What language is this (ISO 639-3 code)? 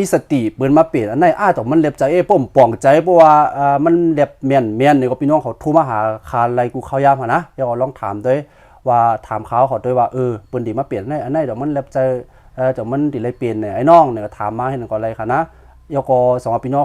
shn